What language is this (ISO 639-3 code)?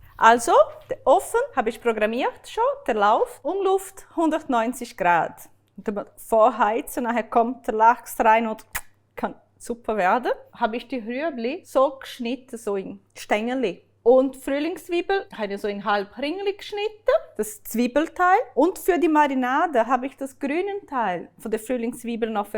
gsw